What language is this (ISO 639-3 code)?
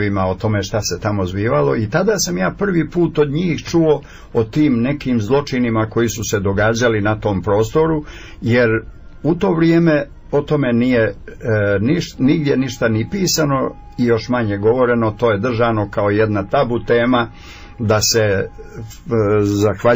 srp